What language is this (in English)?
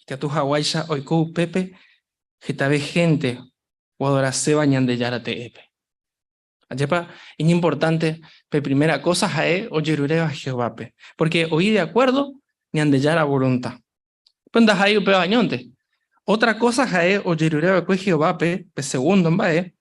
Guarani